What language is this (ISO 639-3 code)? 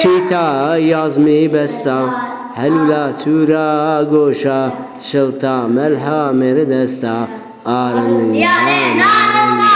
zza